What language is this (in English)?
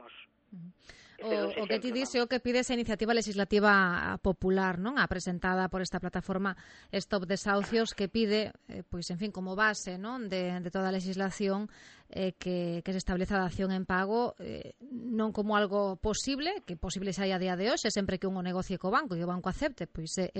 Galician